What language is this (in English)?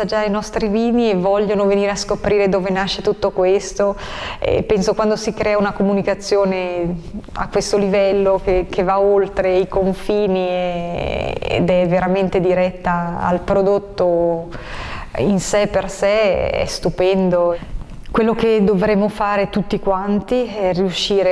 Italian